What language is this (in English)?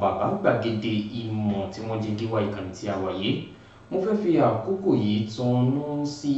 Yoruba